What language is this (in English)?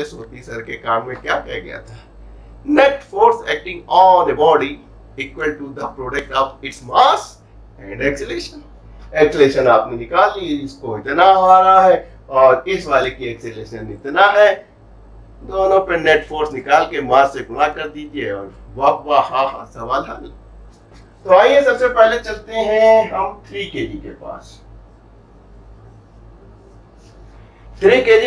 Hindi